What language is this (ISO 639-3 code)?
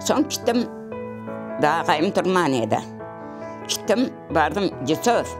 crh